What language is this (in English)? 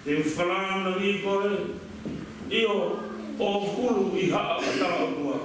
Tongan